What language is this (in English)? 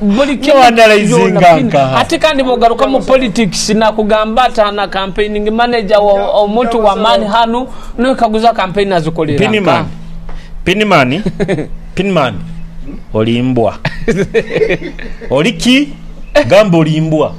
Nyoro